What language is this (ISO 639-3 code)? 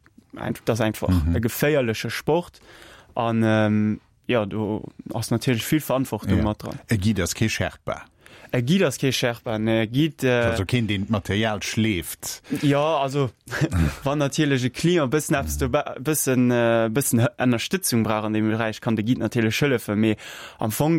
ltz